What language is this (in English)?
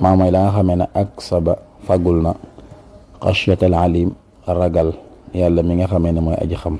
Wolof